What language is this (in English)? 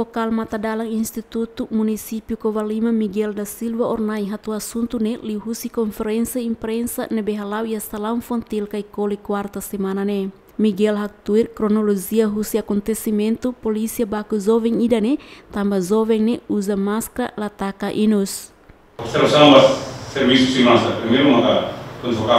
Tetum